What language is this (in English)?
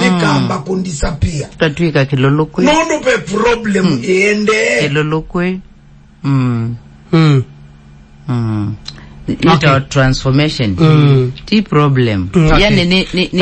Kamba